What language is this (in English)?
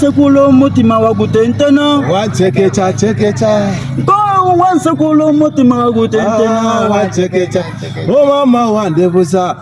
Soga